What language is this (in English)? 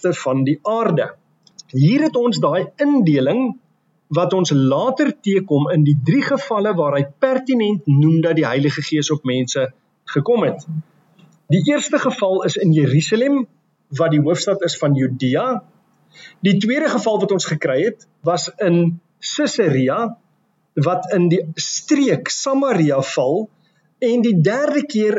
Afrikaans